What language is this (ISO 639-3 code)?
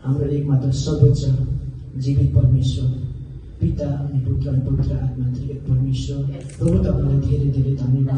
nep